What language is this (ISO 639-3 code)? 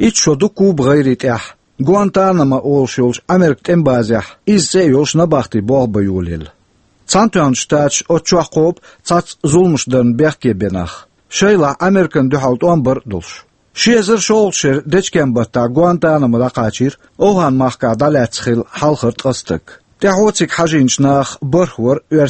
che